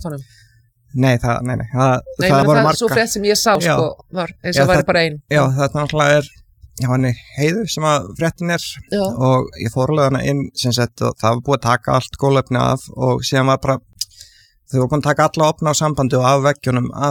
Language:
Icelandic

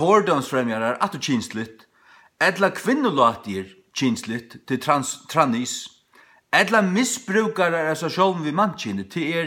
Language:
Faroese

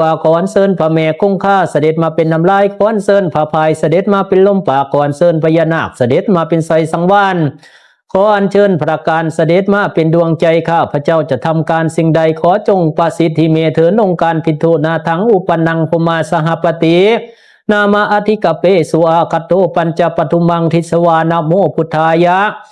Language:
Pali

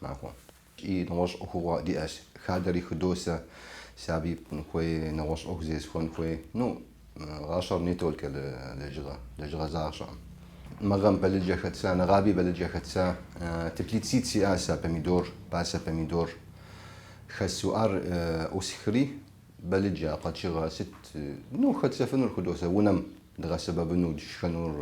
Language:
Kabardian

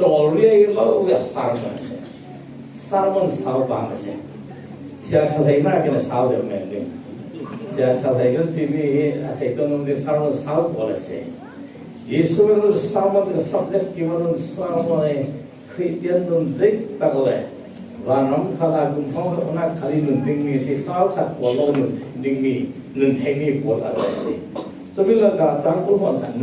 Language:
Falam Chin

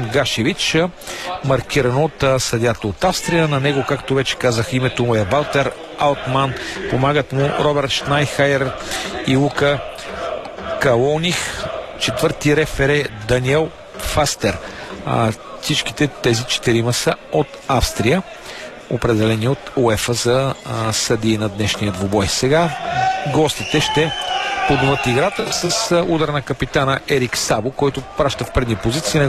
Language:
Bulgarian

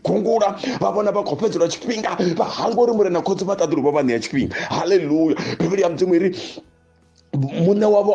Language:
Venda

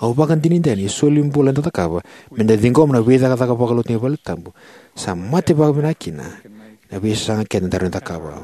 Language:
Fijian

